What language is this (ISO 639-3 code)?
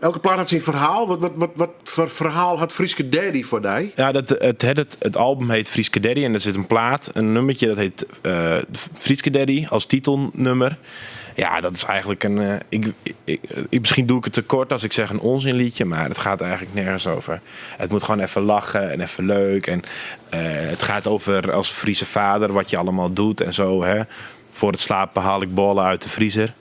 fry